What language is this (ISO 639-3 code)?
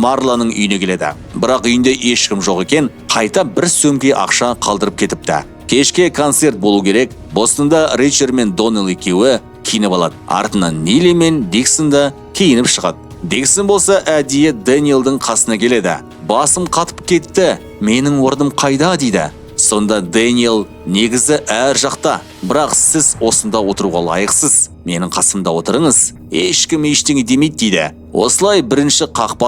kaz